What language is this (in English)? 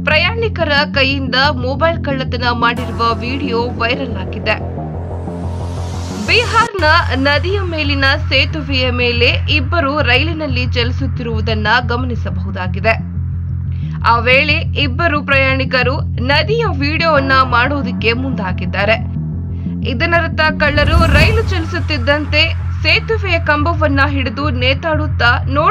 Kannada